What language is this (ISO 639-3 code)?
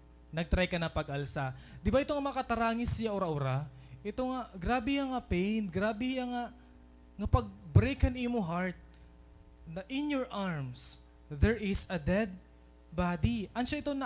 war